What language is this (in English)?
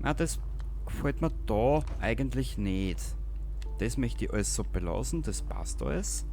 Bavarian